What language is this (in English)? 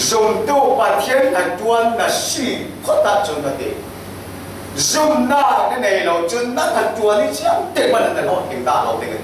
Falam Chin